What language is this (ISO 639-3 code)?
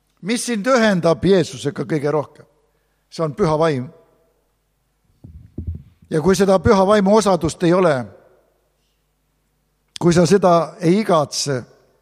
est